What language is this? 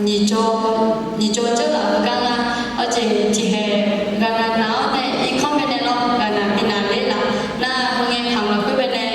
Akha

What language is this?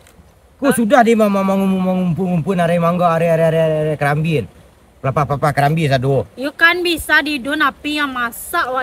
Minangkabau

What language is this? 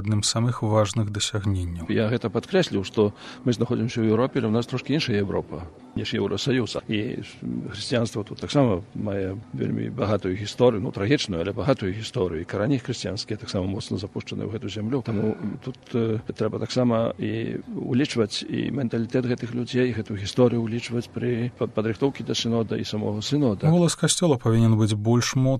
Belarusian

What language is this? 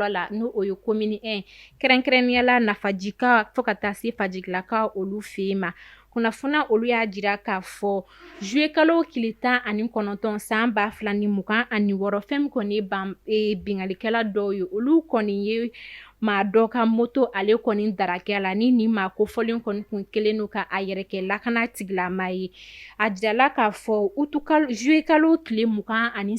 Bambara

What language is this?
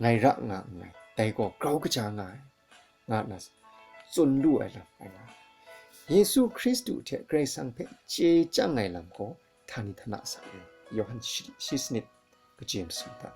Kachin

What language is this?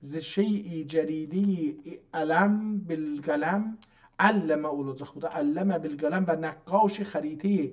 South Azerbaijani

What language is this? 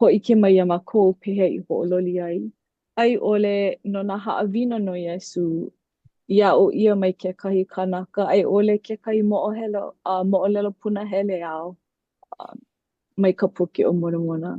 Hawaiian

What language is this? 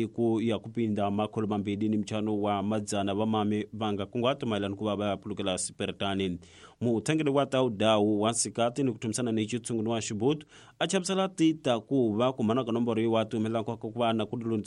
Tsonga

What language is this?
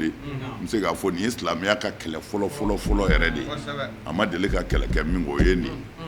Bambara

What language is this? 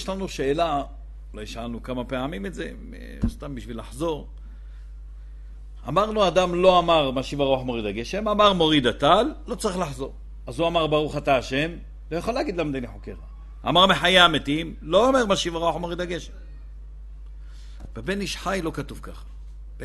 Hebrew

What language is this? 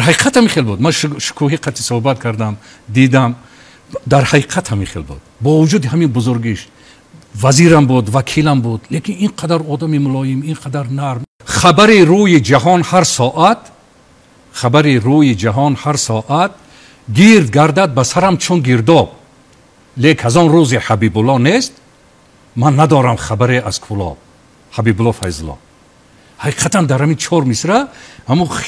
Tajik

